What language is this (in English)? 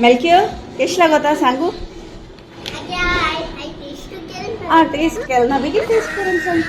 Konkani